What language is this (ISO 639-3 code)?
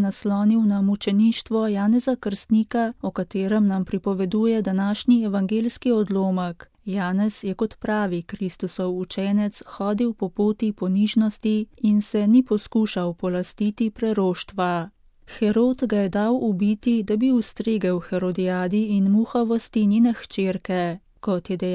slv